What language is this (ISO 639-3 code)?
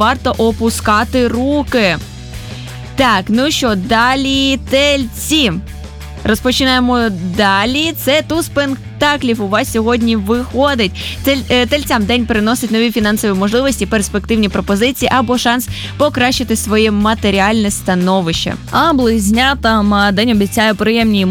ukr